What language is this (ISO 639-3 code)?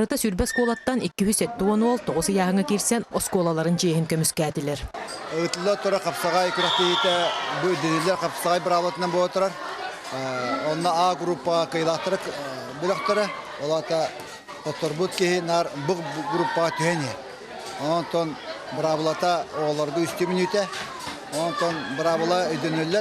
sah